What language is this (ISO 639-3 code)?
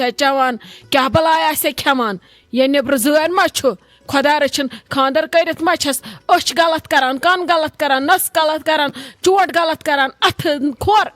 kas